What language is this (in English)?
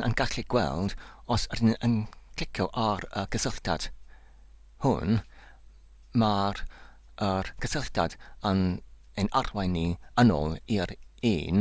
Welsh